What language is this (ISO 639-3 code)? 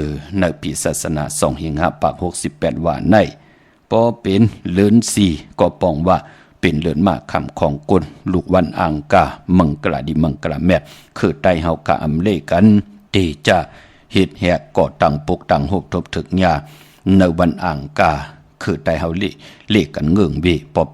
shn